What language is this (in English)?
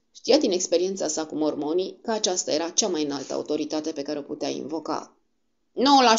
Romanian